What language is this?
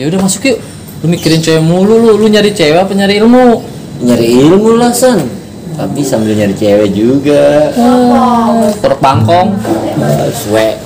Betawi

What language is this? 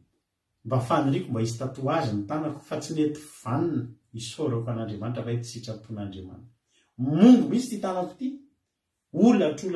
Malagasy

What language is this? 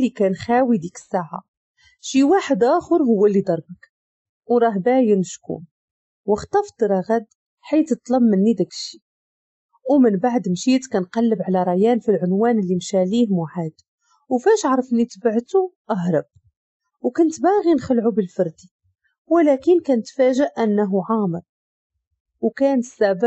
Moroccan Arabic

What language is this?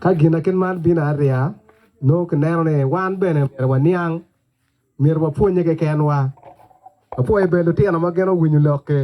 Acoli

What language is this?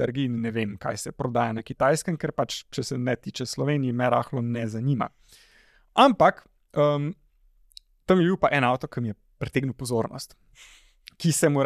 Slovenian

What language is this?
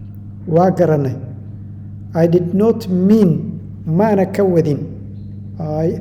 Somali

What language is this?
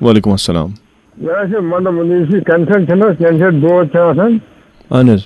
Kashmiri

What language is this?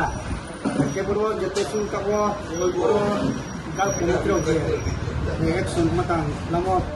Riang (India)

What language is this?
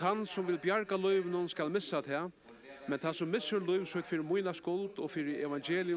Faroese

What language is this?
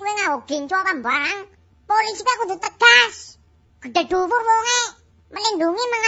Javanese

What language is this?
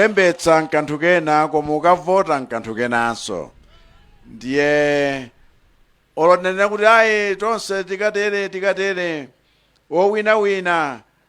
Nyanja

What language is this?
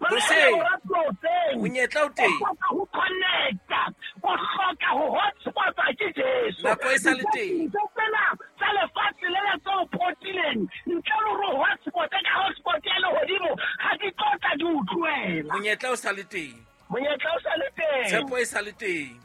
Southern Sotho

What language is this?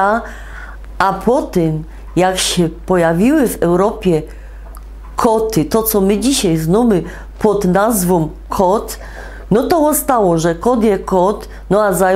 Silesian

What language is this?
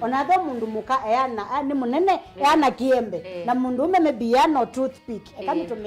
Kamba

